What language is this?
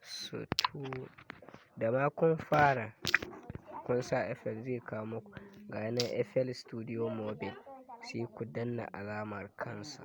Hausa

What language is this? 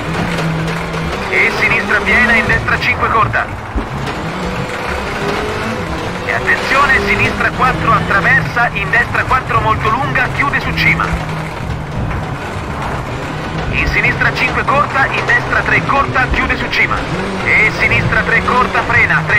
Italian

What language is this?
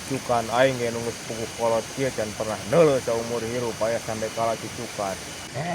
Sundanese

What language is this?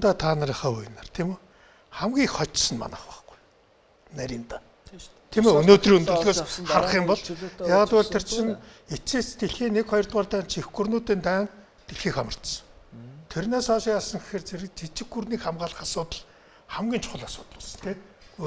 Mongolian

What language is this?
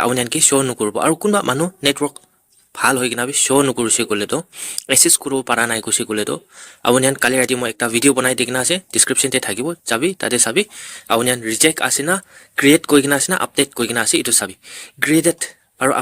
Naga Pidgin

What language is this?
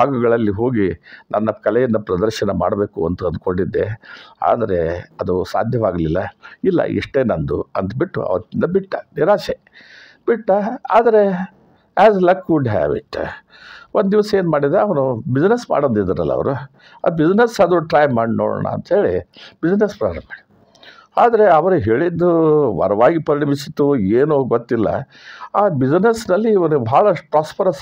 Kannada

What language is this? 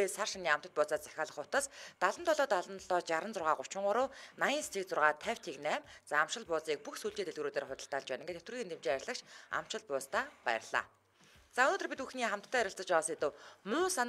Mongolian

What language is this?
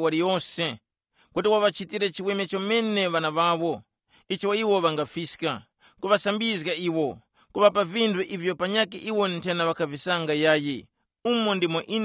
Tumbuka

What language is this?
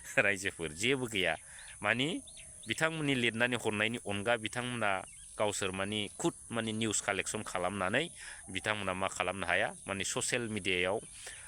Bodo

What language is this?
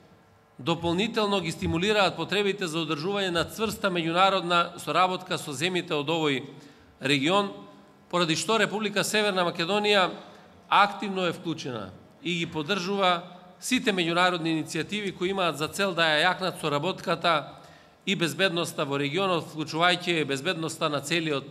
Macedonian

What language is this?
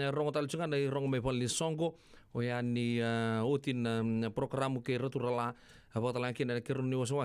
Fijian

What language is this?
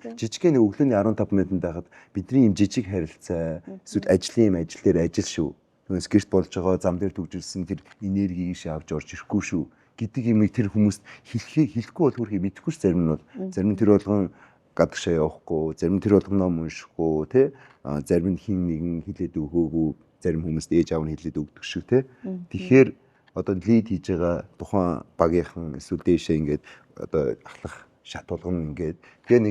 Mongolian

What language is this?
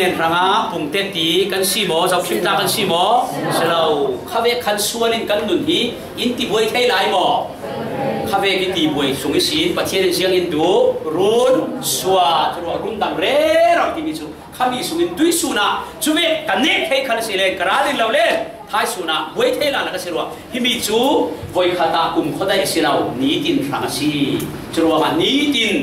Falam Chin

